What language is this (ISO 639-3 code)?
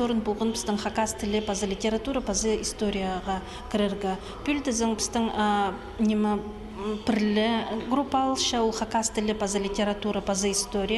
kjh